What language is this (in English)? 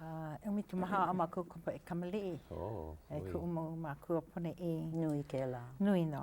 Hawaiian